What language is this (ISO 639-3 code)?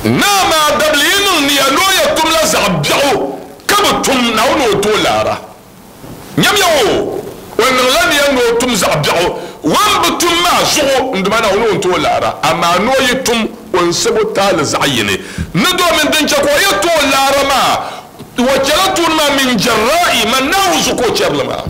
dag